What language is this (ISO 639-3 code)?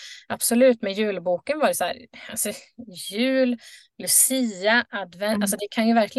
swe